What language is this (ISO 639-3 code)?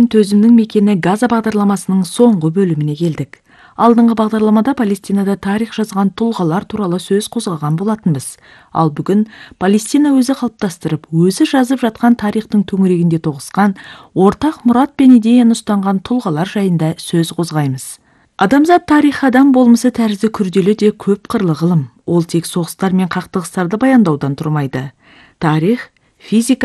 kaz